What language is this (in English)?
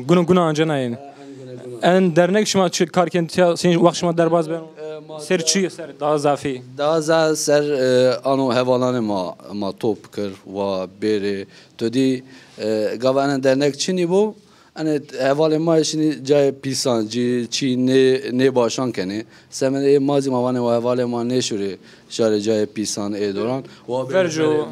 Zaza